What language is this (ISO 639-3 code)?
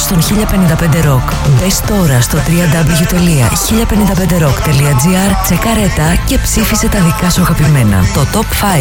ell